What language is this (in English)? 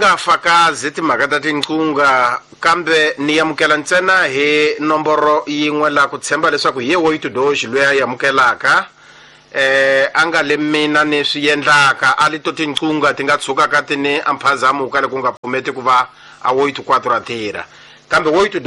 Tsonga